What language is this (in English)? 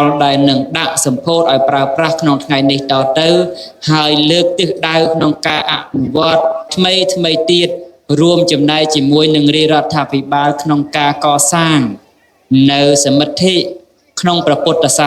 Khmer